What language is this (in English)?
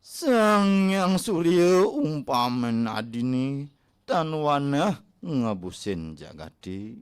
Balinese